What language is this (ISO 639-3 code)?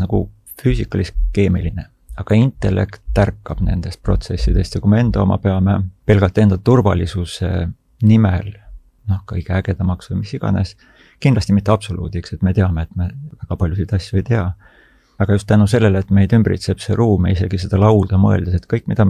est